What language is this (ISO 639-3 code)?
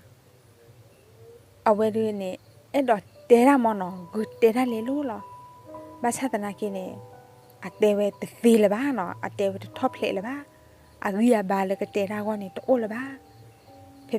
ksw